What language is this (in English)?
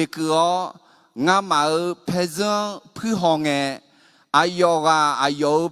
Akha